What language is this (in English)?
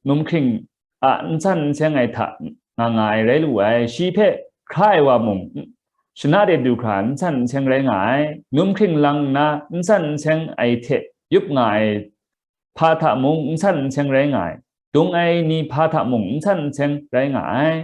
Kachin